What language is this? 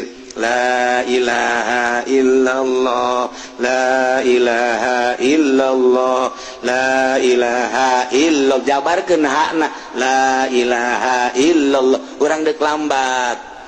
Sundanese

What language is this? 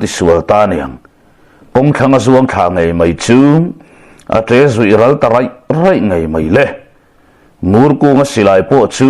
Mizo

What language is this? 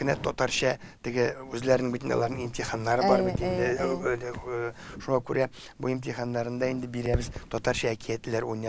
Tatar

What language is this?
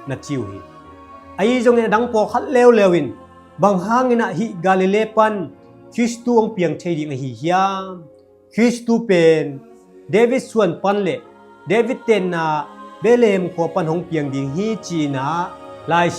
Tedim Chin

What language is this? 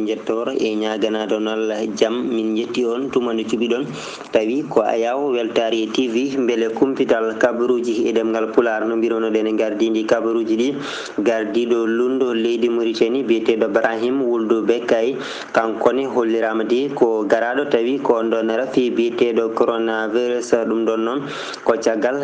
Fula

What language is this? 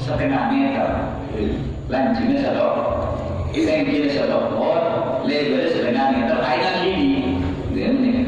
Madurese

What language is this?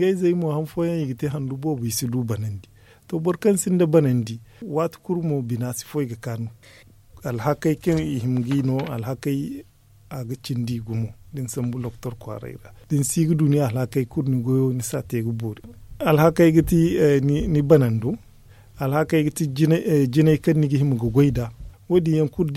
Zarma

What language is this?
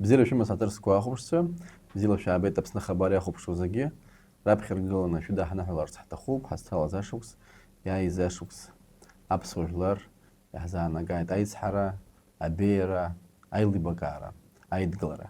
Abkhazian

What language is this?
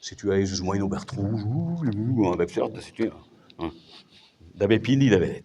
Breton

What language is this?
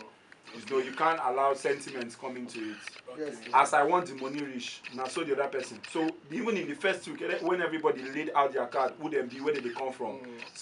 Nigerian Pidgin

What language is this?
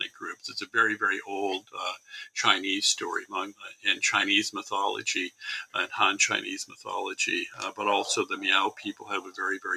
English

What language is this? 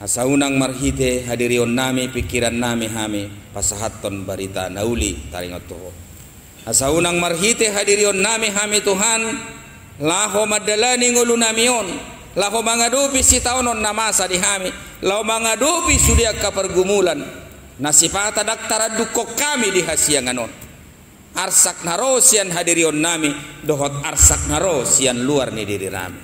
Batak Toba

